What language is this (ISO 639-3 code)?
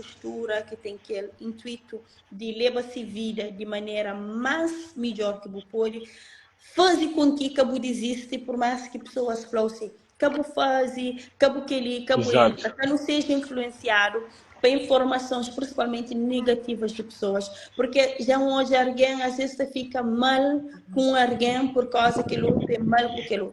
kea